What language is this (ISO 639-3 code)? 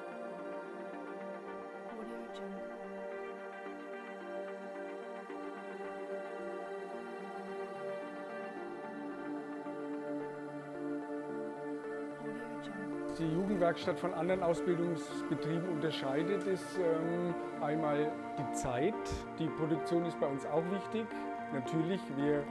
deu